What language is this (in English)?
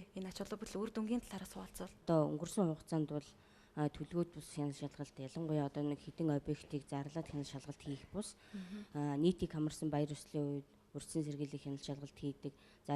Mongolian